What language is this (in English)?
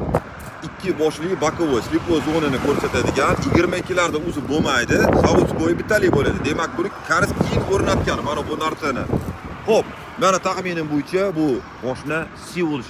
Uzbek